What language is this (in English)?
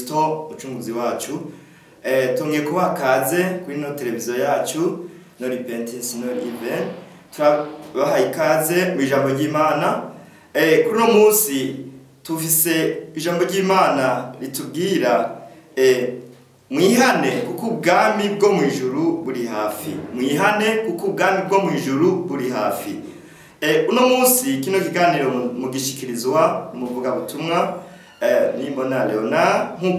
Rundi